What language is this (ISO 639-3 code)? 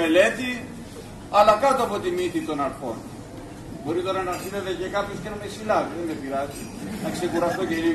ell